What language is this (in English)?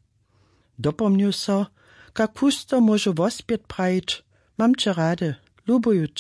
Upper Sorbian